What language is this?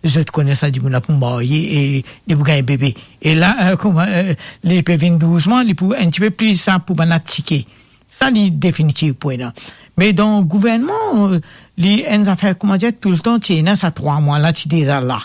Morisyen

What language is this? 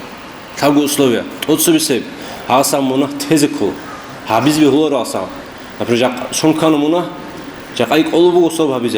Avaric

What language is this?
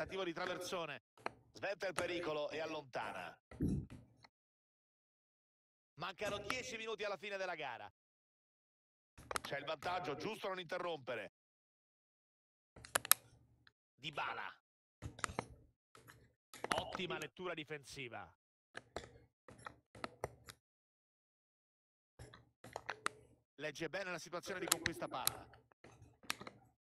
Italian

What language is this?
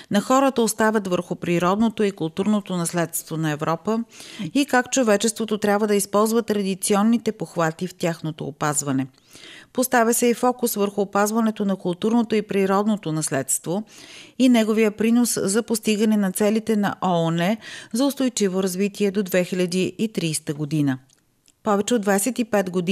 Bulgarian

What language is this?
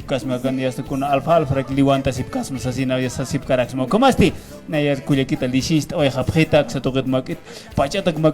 Aymara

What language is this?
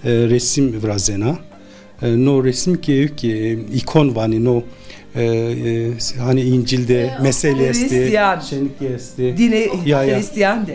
Zaza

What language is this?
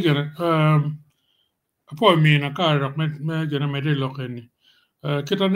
Acoli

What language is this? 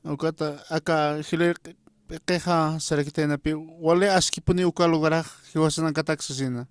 Aymara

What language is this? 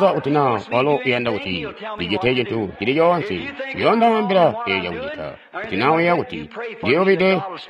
Tonga (Zambia)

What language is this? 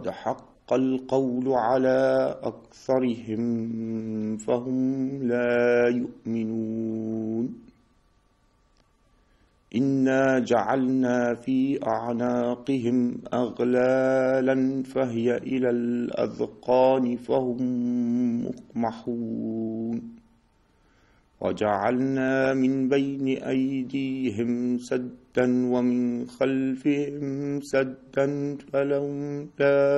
Arabic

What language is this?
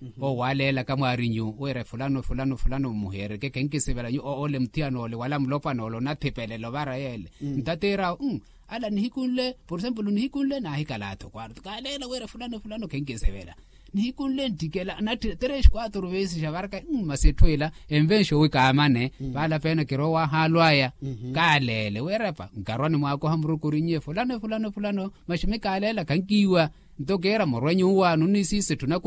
Makhuwa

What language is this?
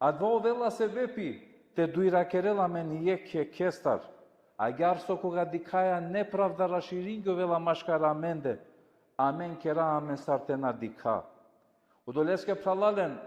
Balkan Romani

